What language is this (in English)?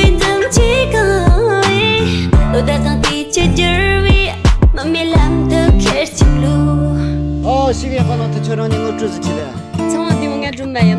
Tibetan